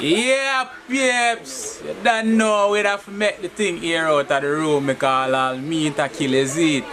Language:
Jamaican Creole English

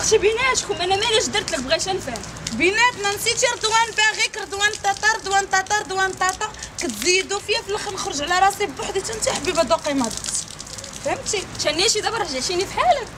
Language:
Moroccan Arabic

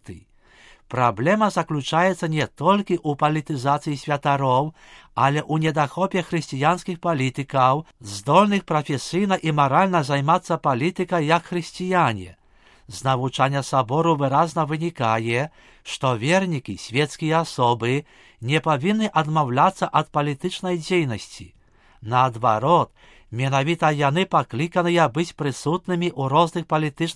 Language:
Belarusian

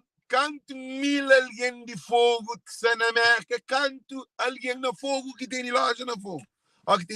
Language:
Kabuverdianu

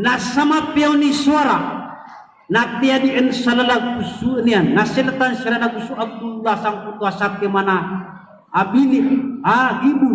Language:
Maranao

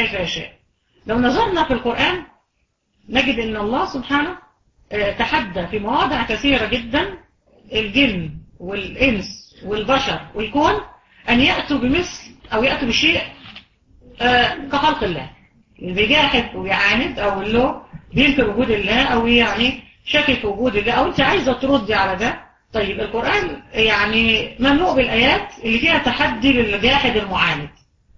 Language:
Egyptian Arabic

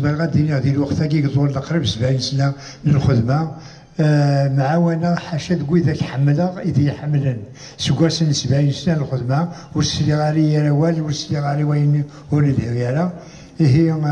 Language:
Kabyle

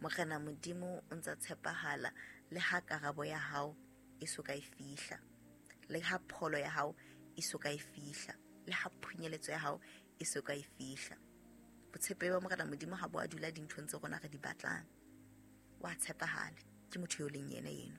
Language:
Southern Sotho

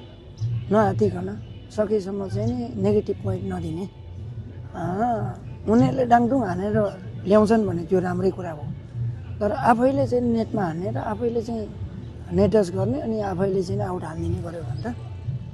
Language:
Nepali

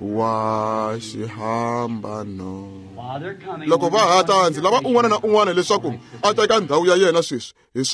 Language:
Tsonga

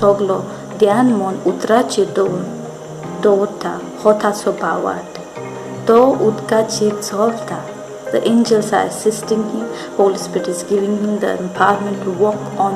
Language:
Konkani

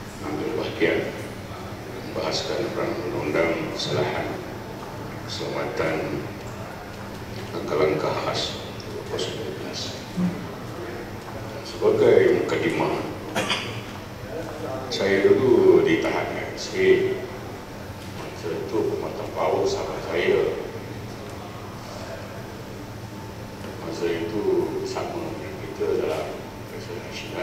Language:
Malay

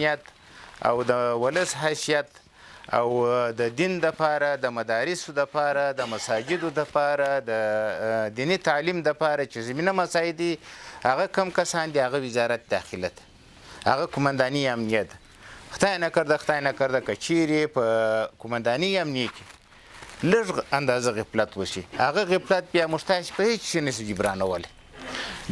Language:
Pashto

